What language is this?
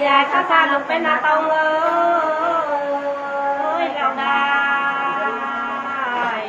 Nung (Viet Nam)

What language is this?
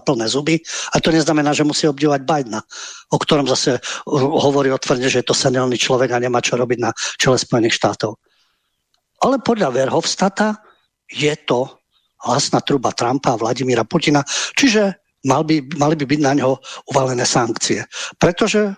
Slovak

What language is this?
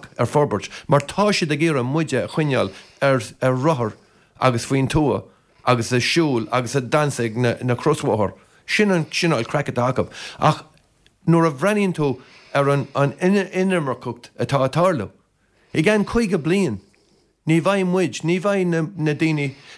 Irish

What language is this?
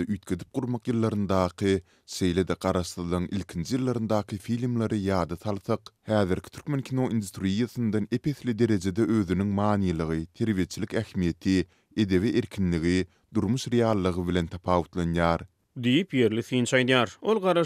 Turkmen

